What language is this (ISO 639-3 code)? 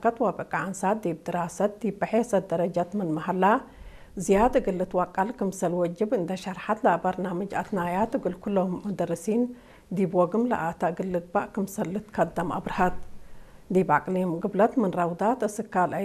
tig